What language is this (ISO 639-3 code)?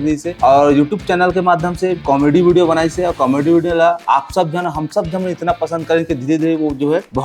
hne